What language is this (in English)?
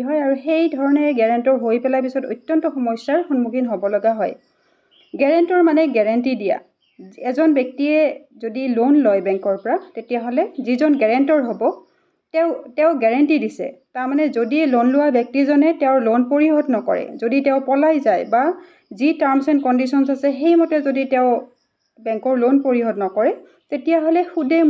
Assamese